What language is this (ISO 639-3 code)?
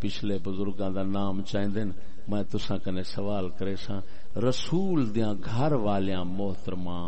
skr